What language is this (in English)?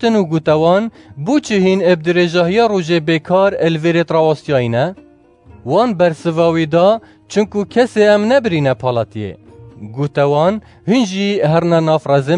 Kurdish